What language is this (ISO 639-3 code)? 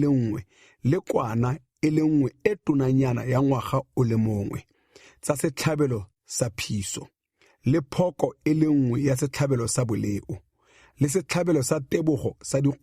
tsn